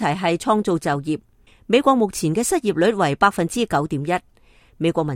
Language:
Cantonese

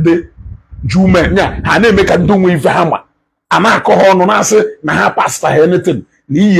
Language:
Igbo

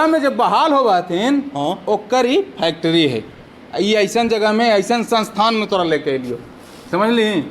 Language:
Magahi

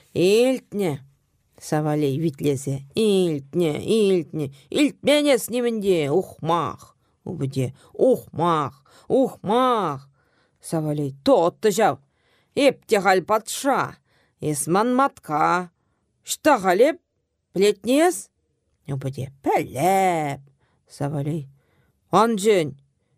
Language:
Chuvash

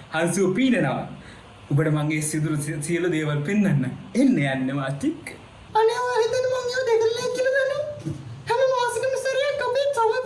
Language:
Sinhala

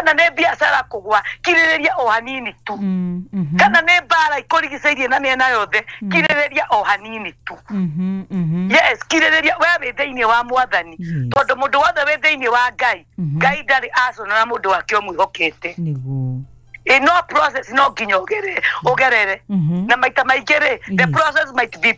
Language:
Kikuyu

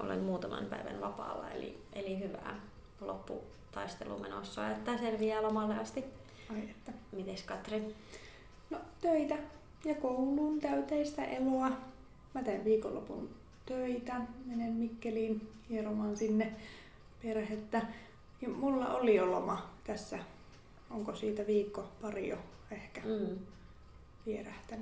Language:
Finnish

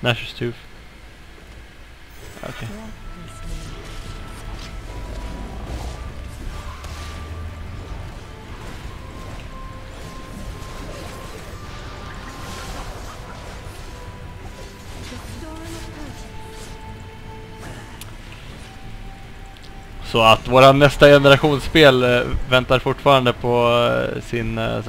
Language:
Swedish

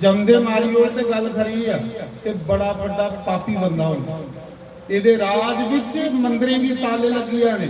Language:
Dogri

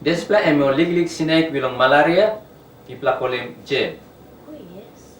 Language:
Tok Pisin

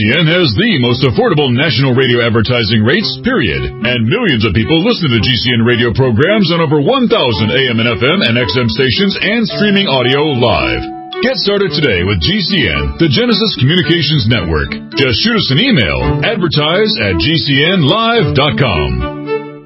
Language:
English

